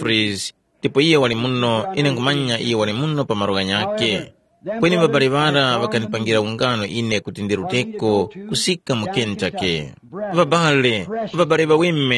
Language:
Tumbuka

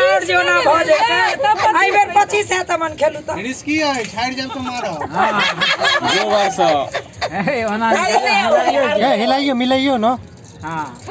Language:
Maithili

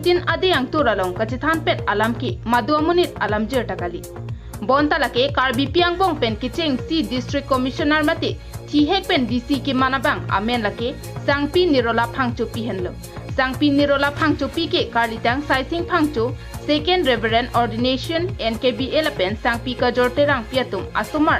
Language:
Karbi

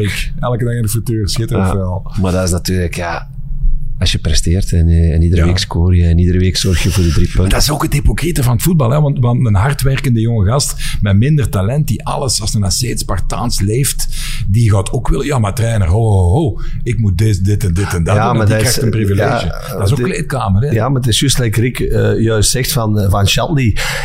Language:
Dutch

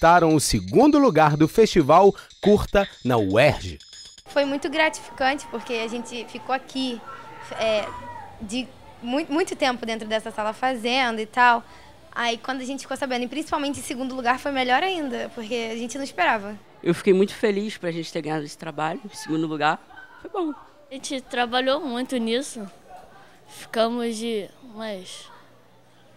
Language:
Portuguese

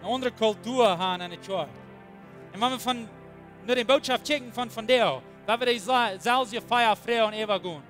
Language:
Plautdietsch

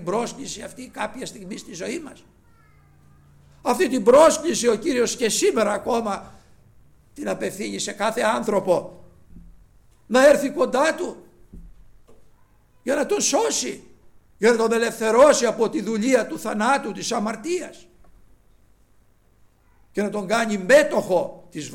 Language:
Greek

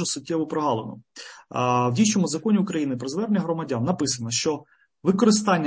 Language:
Ukrainian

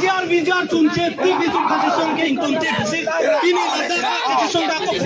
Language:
Karbi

